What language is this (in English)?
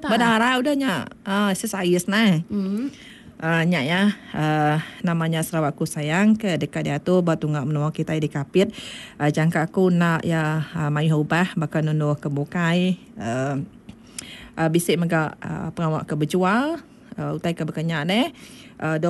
Iban